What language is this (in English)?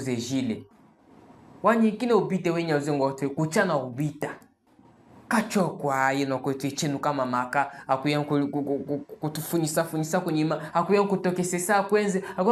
Chokwe